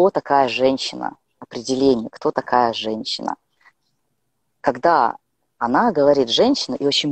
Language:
Russian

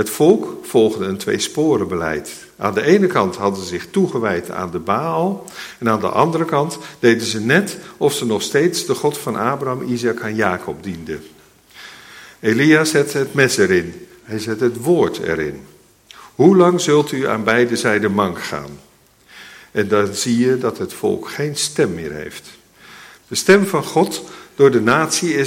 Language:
Dutch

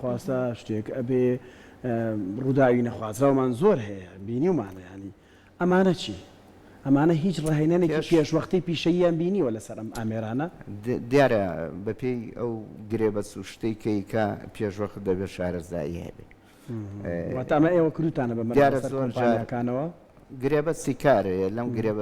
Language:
Central Kurdish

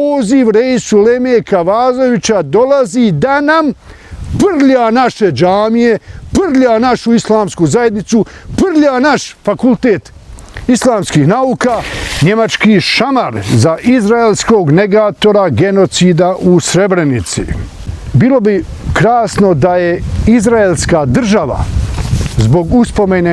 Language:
Bosnian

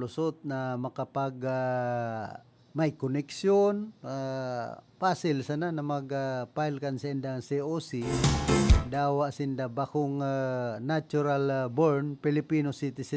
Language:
Bikol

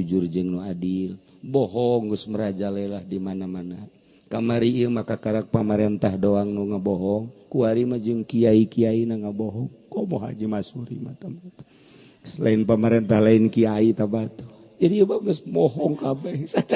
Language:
Sundanese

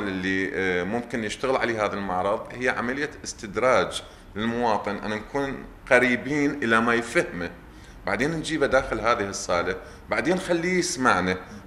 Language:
Mesopotamian Arabic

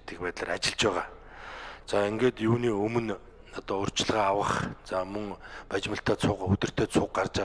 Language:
Mongolian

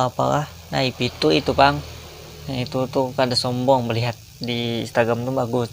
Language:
Banjar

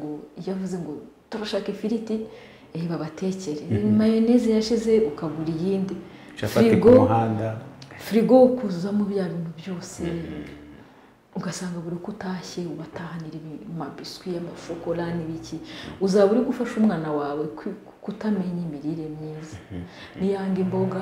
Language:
Kinyarwanda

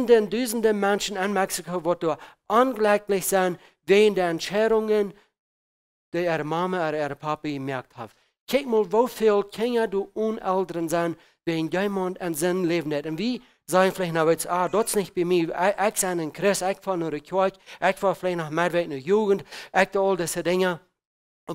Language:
Plautdietsch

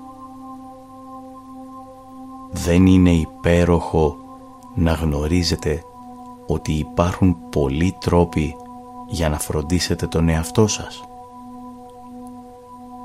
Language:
Greek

